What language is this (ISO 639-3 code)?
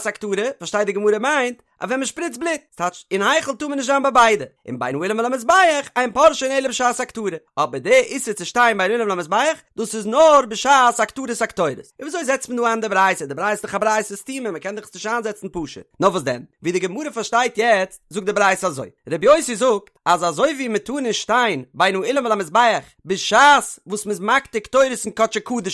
yid